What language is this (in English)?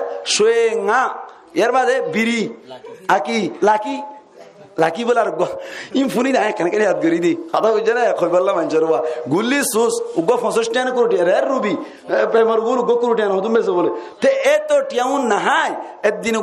Rohingya